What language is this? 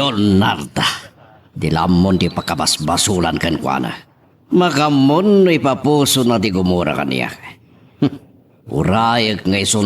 Iloko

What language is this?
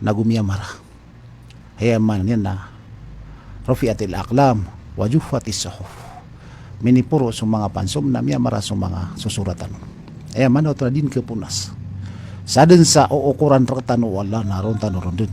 Maranao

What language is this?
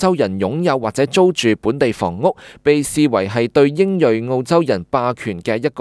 Cantonese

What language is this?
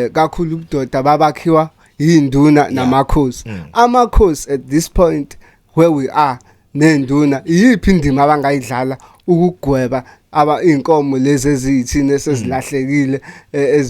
Zulu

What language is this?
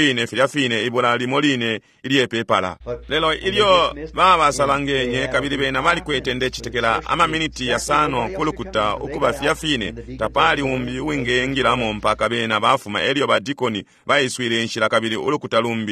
Bemba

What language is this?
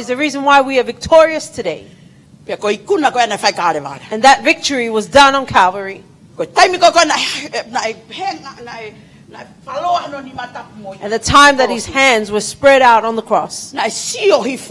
Tongan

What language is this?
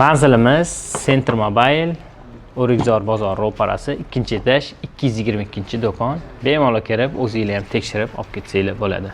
Uzbek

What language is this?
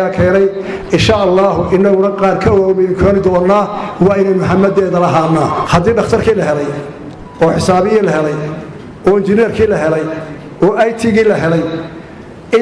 Somali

